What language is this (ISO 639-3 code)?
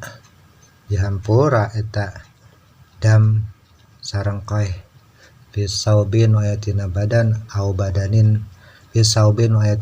sun